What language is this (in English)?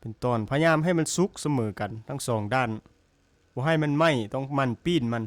Lao